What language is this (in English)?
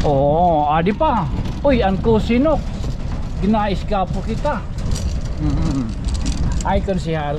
Waray